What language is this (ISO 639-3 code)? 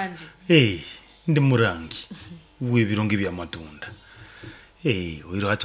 nyo